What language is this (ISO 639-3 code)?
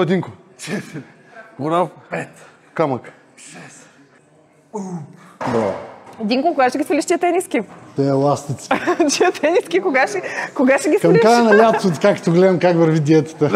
bul